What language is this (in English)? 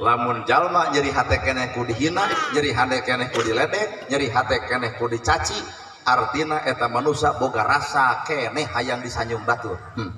Sundanese